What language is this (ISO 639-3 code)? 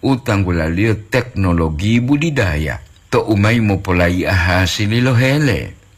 gor